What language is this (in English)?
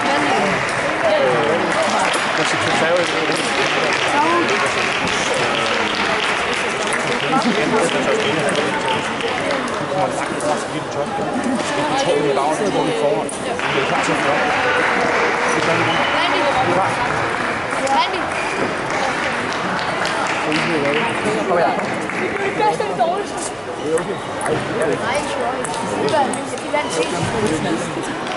Danish